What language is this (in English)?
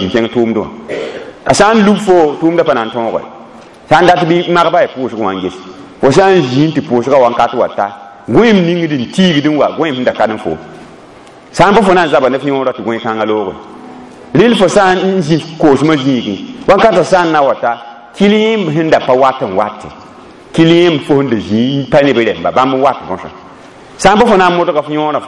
Mossi